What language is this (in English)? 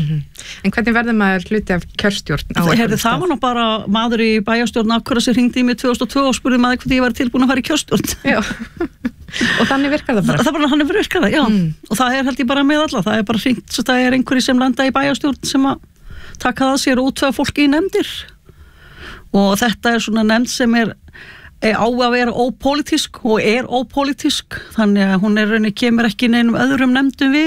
Icelandic